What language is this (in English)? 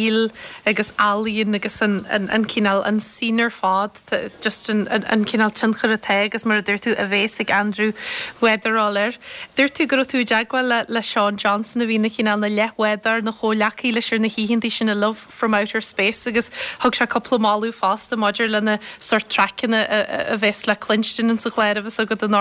Irish